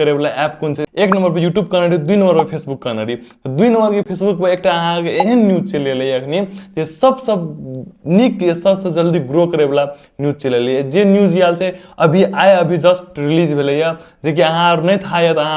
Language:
Maithili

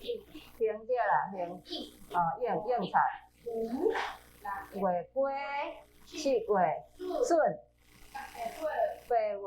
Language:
Min Nan Chinese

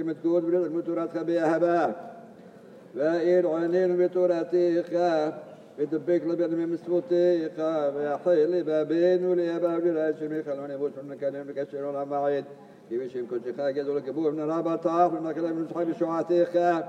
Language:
Hebrew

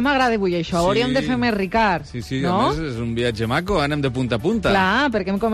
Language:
Catalan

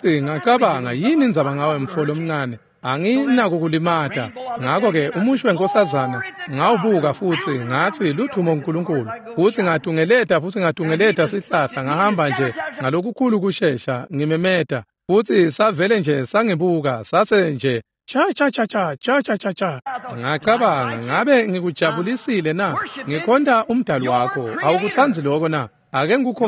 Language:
Swati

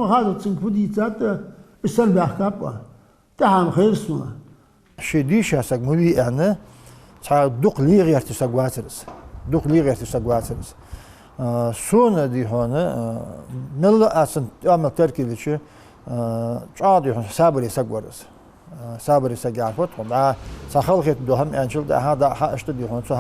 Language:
Ingush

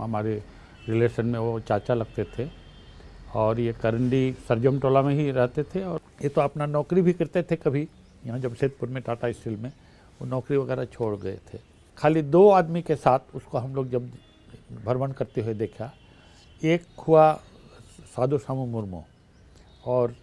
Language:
Santali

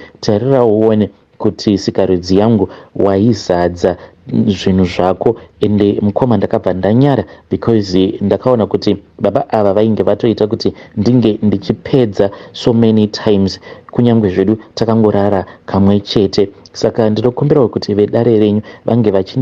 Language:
Shona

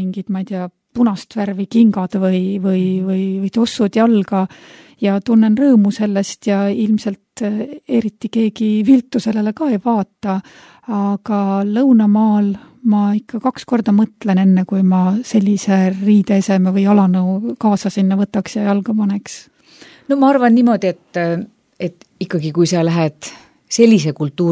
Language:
Estonian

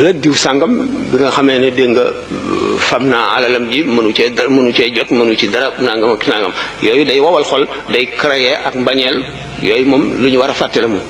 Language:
Wolof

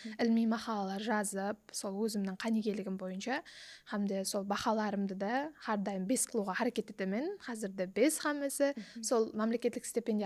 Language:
Kara-Kalpak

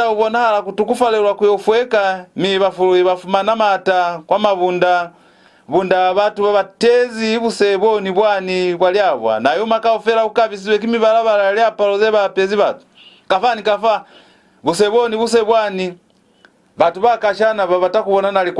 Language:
Lozi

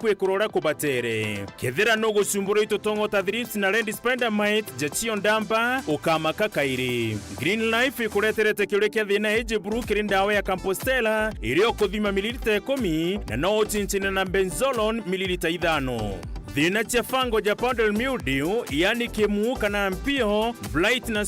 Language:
Meru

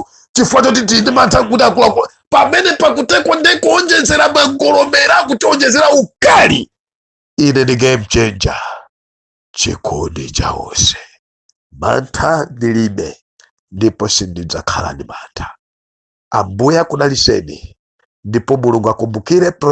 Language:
Nyanja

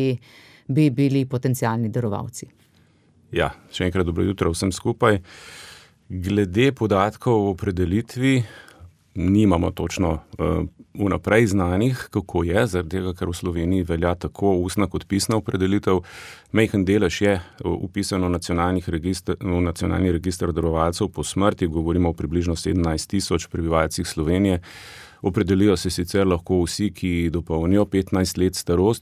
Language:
Slovenian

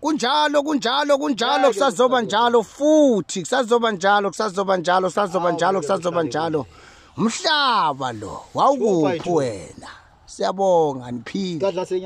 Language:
Zulu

